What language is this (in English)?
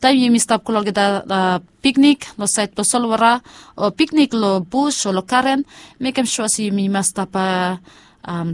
Bislama